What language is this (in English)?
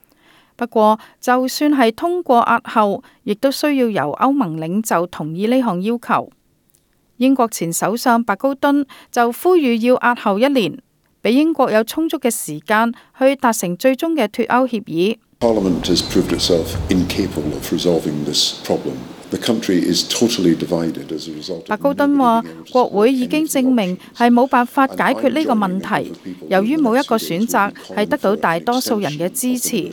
Cantonese